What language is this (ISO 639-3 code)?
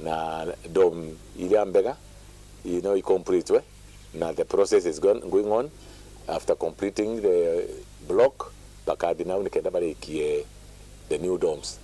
mer